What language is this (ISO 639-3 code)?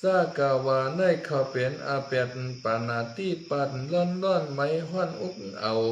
shn